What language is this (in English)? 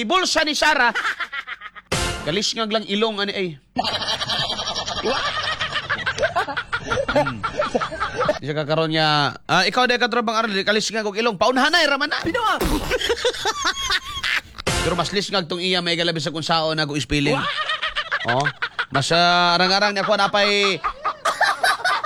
Cebuano